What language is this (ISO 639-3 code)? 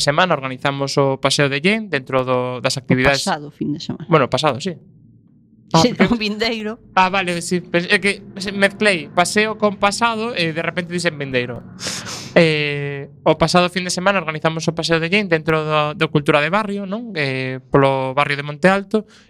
glg